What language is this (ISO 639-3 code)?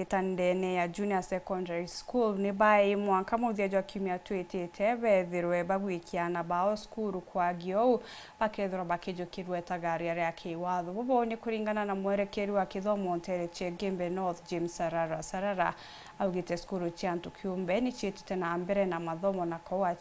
mer